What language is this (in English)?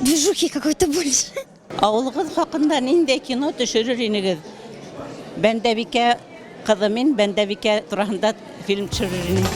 Bashkir